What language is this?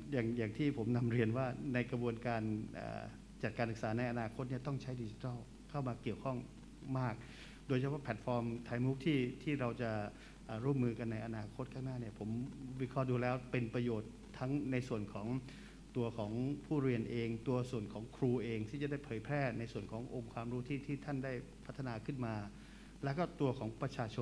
Thai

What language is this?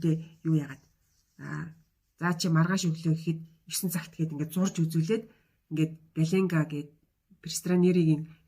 Mongolian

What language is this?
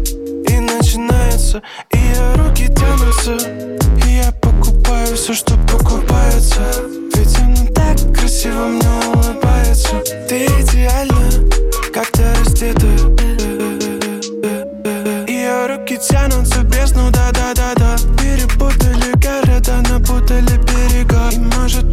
Russian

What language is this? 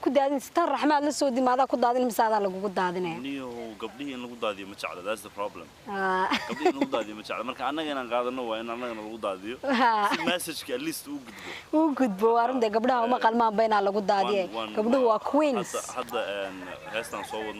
Somali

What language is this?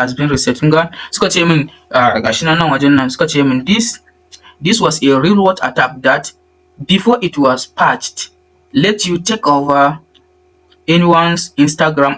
Hausa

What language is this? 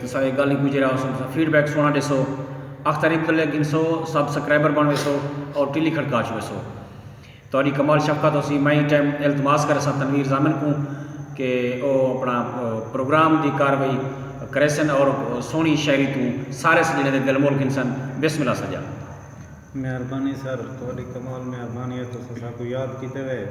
Saraiki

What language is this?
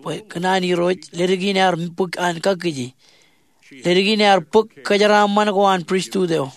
Marshallese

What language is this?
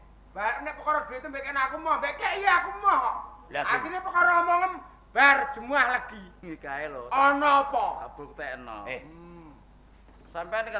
Javanese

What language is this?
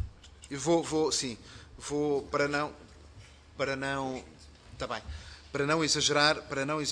Portuguese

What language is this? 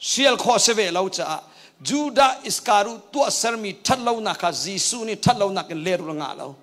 Hakha Chin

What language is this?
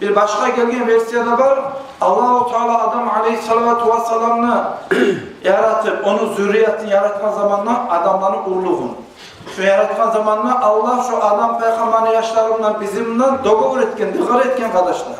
Kumyk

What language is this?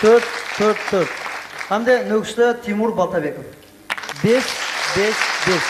Kara-Kalpak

